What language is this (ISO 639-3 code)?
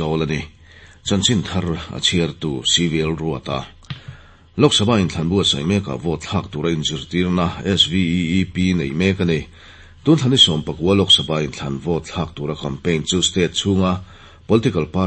lus